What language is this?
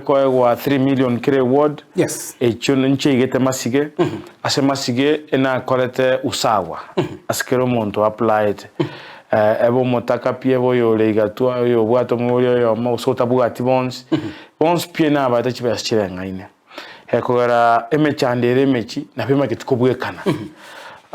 Gusii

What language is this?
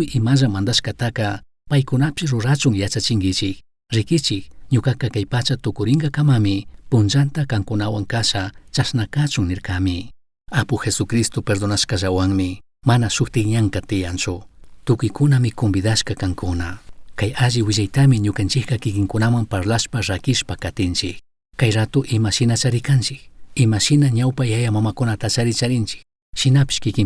Chimborazo Highland Quichua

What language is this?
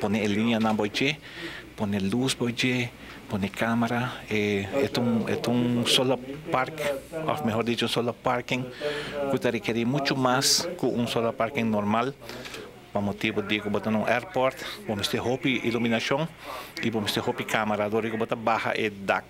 Papiamento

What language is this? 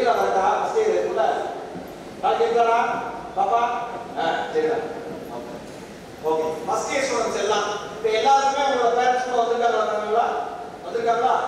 Tamil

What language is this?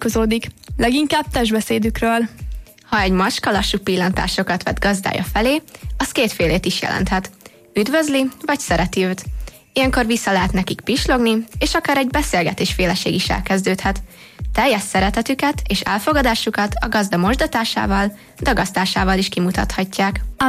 Hungarian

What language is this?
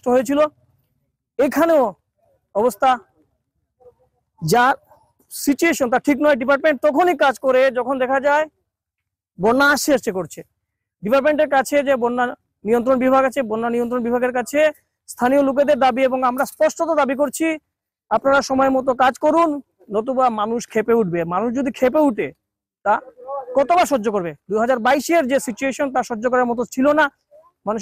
Bangla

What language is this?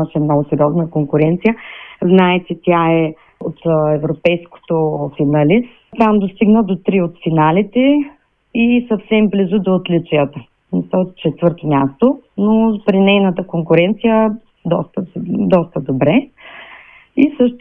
Bulgarian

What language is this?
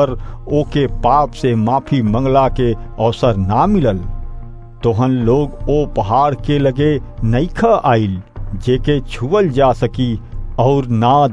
Bhojpuri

